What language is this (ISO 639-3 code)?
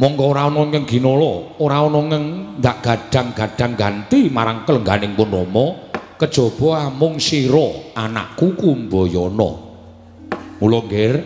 jav